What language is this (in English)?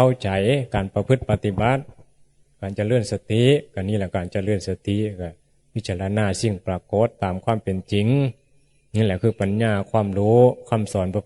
Northeastern Thai